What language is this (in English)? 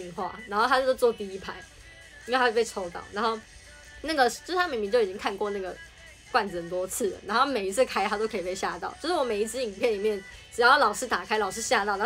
Chinese